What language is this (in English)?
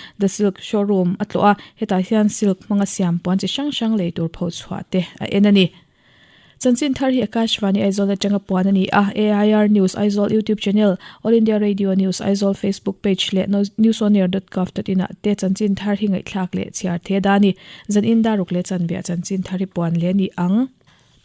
Mizo